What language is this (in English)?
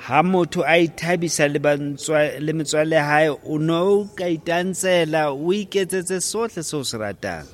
Southern Sotho